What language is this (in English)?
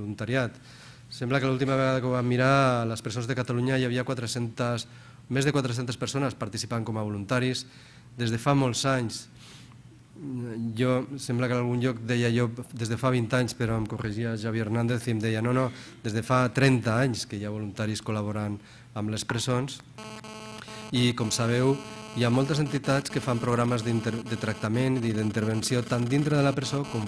Catalan